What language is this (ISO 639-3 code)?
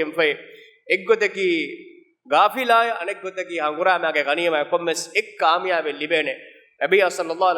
div